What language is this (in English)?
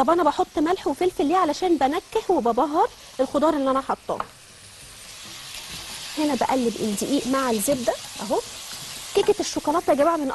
Egyptian Arabic